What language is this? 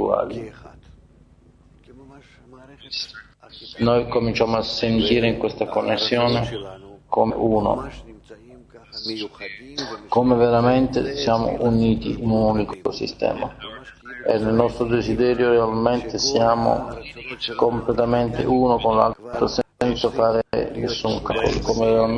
Italian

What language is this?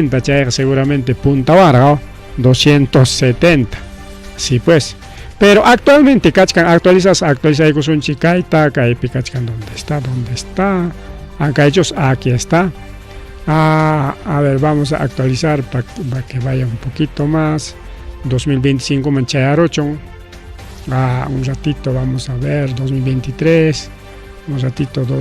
Ayacucho Quechua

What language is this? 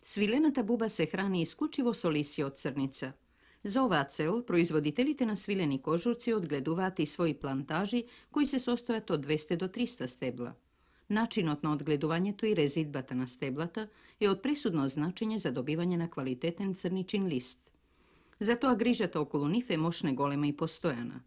Macedonian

